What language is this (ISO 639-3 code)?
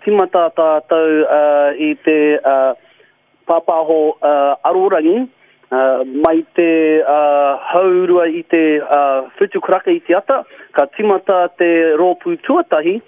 mri